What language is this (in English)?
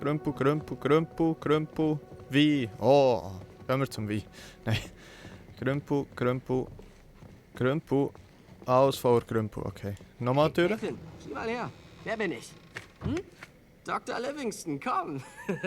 Swiss German